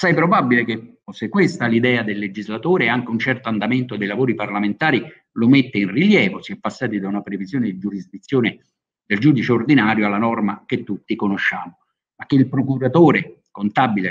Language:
Italian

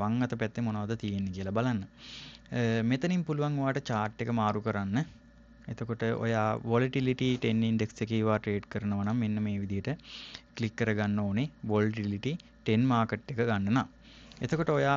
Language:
Sinhala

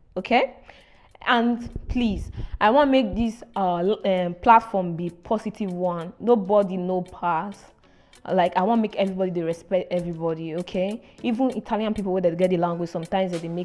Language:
Nigerian Pidgin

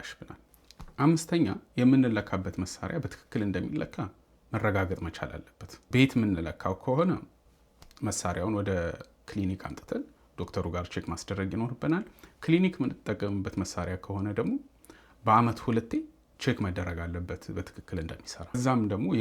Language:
Amharic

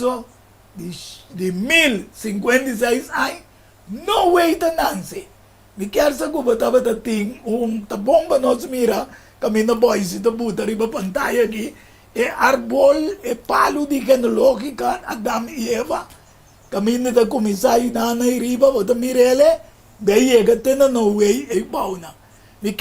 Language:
Papiamento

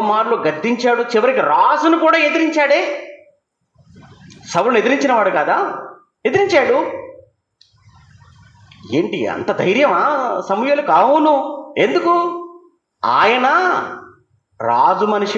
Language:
Telugu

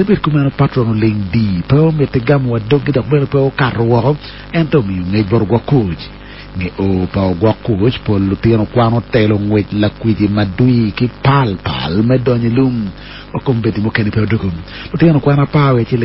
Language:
Acoli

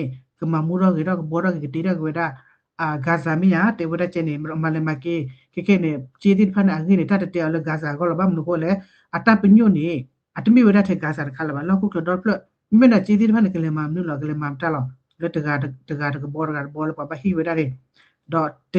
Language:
S'gaw Karen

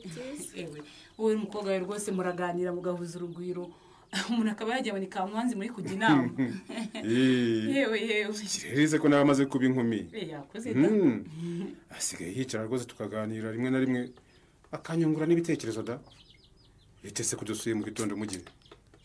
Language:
Kinyarwanda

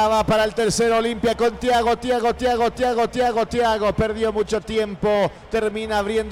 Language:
Spanish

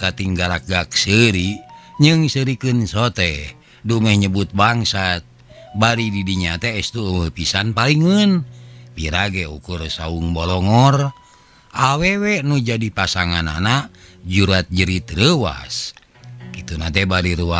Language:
Sundanese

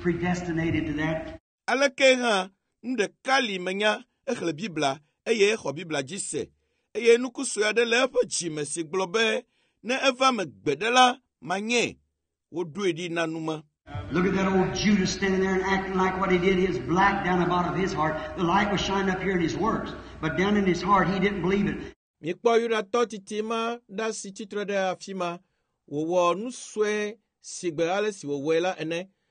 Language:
Ewe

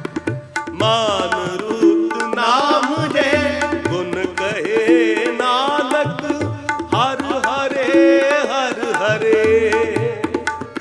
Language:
Punjabi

